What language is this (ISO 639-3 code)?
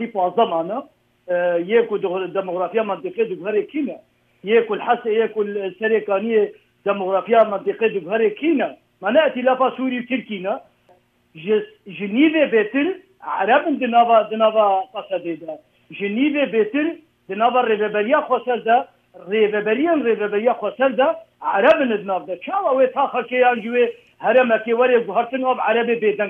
kur